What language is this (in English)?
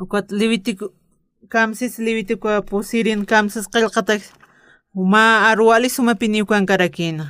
Aymara